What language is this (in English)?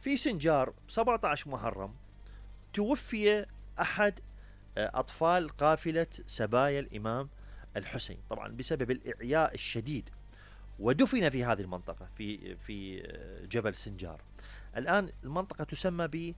Mesopotamian Arabic